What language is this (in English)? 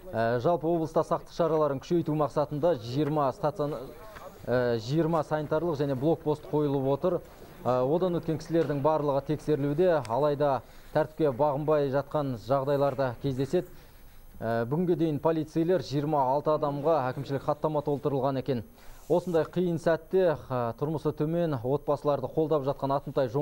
Kazakh